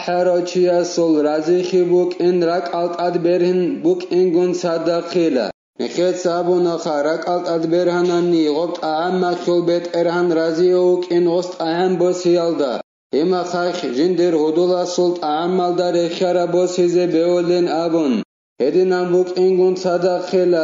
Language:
Avaric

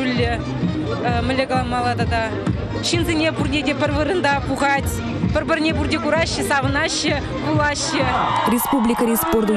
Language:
Chuvash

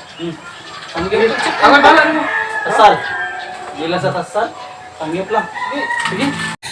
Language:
Cebuano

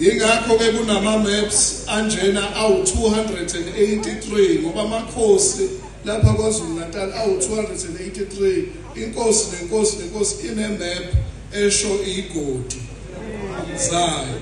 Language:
Zulu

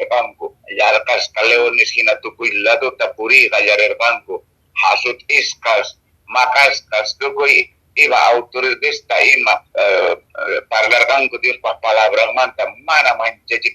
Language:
Quechua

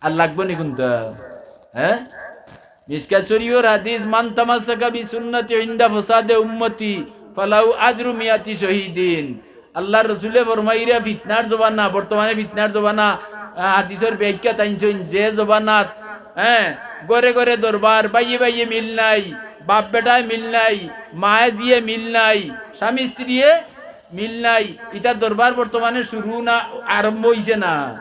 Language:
Sylheti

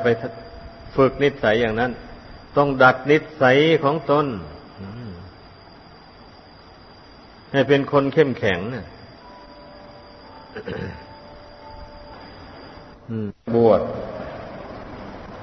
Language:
Thai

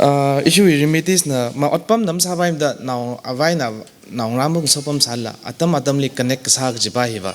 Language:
Tangkhul Naga (India)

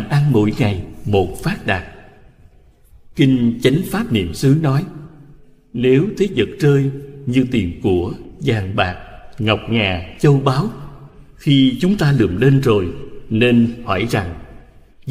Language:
Vietnamese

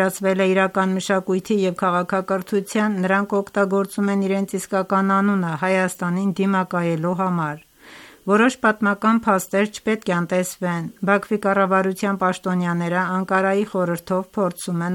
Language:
Armenian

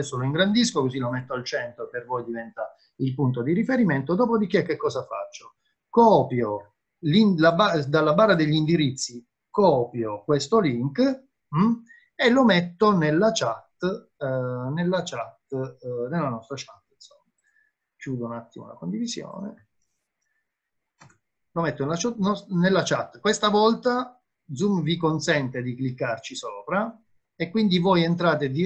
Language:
Italian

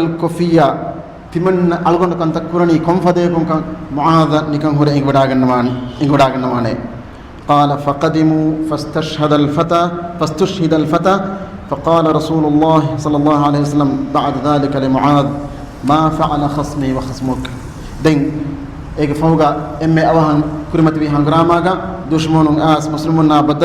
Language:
Divehi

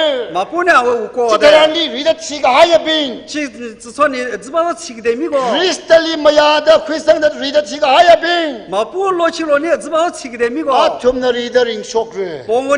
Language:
Tangkhul Naga (India)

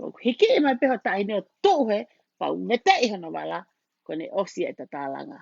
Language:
Tongan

